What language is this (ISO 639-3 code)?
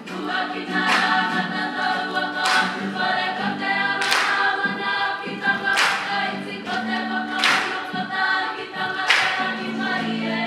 mri